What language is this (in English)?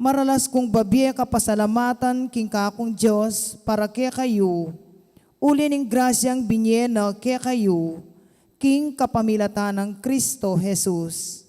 Pampanga